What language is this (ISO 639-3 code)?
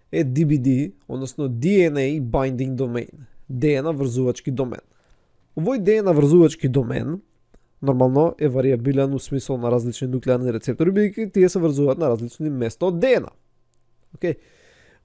mkd